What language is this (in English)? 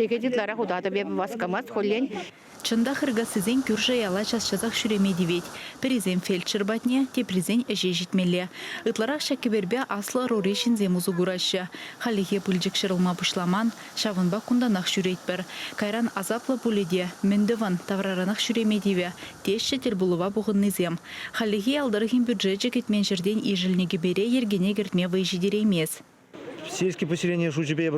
Chuvash